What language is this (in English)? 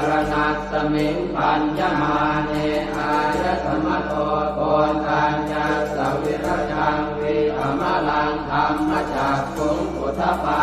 Pali